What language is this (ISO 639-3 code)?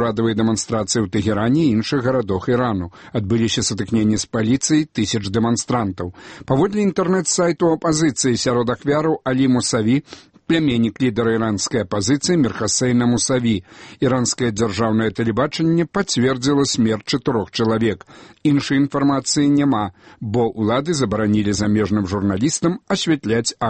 bel